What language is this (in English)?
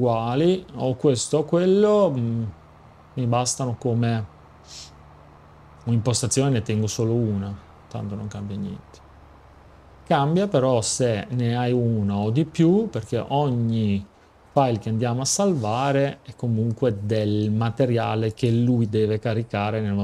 Italian